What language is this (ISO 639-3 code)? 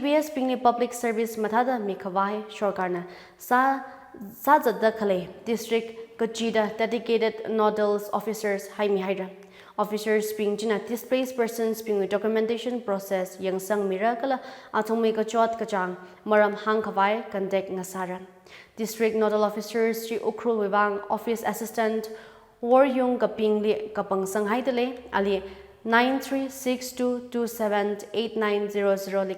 nmf